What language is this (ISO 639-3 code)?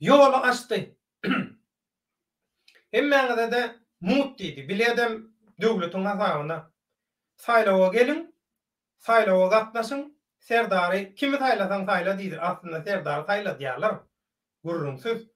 tuk